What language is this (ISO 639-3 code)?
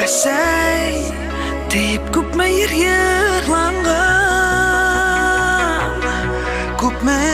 bak